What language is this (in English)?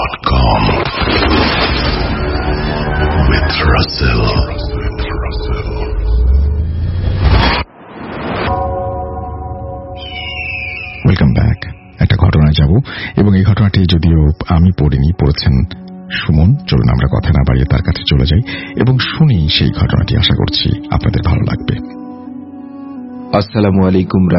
Bangla